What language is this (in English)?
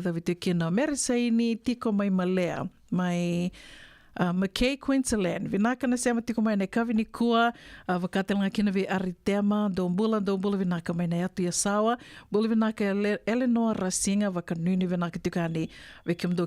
Fijian